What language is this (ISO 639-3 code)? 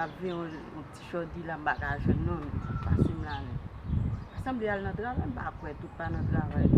hat